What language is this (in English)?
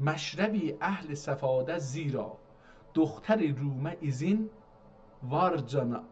South Azerbaijani